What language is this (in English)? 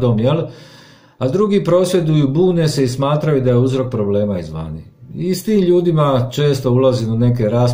Croatian